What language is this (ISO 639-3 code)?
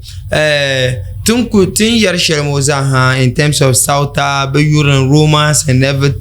dag